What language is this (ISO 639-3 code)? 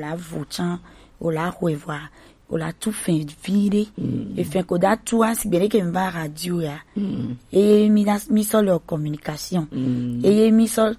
gej